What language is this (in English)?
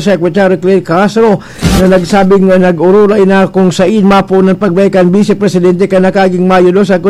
Bikol